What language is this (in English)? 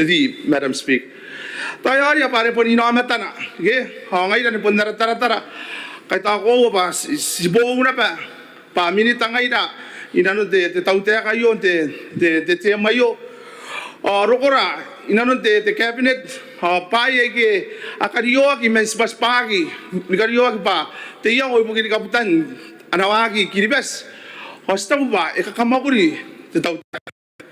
Gilbertese